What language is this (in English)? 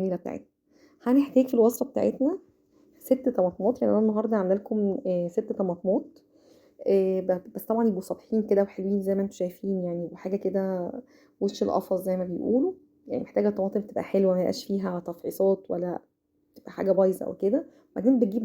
Egyptian Arabic